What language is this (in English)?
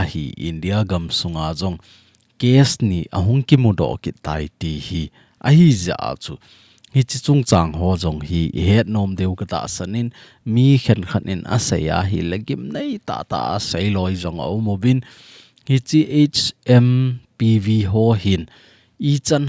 Thado Chin